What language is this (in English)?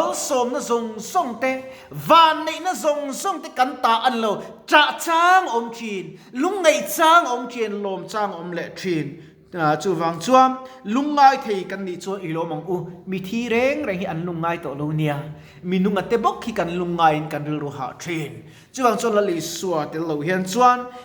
Mizo